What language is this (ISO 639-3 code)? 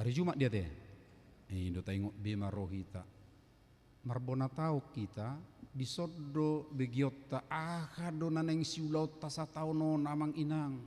bbc